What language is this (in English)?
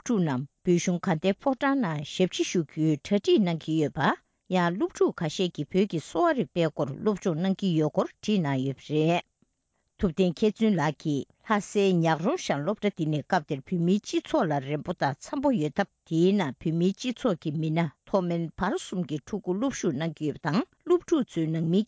Tibetan